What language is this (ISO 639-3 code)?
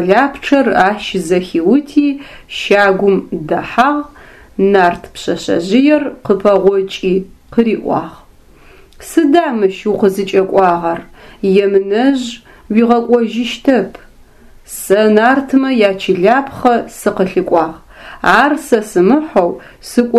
ady